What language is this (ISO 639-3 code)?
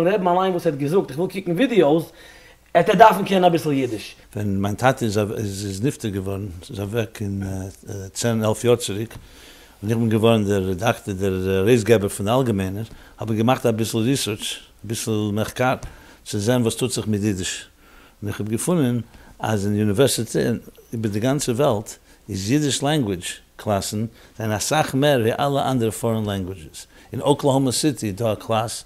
yid